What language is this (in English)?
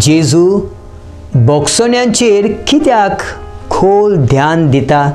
Konkani